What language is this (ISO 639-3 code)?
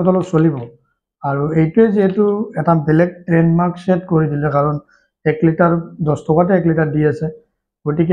asm